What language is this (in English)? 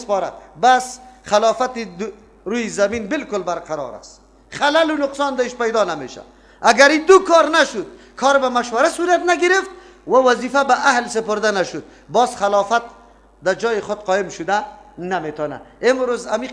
Persian